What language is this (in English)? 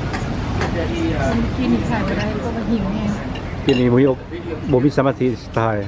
Lao